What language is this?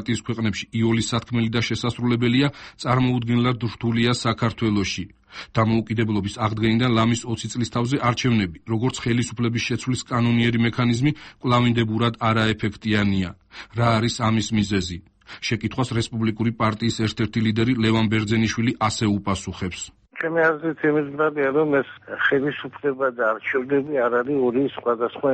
Georgian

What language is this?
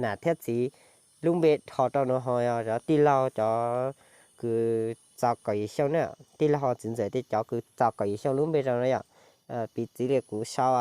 Hmong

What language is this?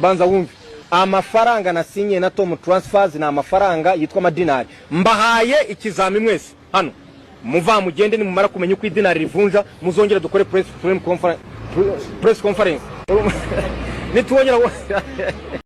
Kinyarwanda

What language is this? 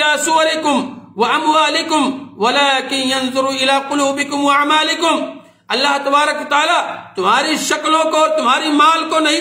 Urdu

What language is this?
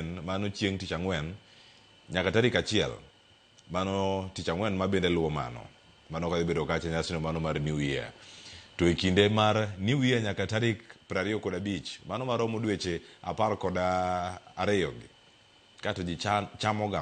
Luo (Kenya and Tanzania)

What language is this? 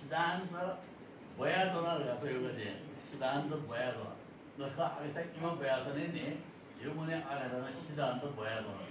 Newari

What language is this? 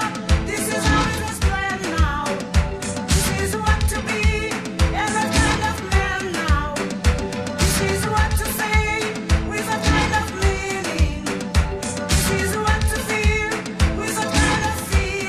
Western Frisian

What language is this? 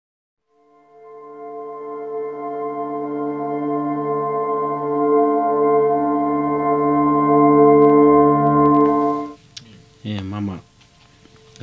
Swahili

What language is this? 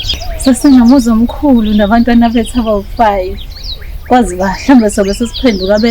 Zulu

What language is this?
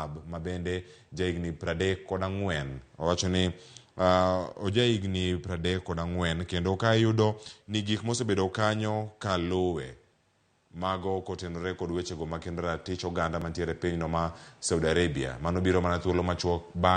Luo (Kenya and Tanzania)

